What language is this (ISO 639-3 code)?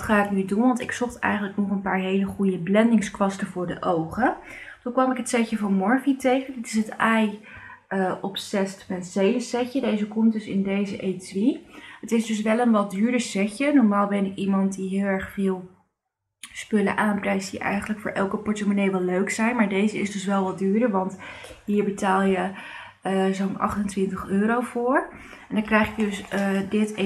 nld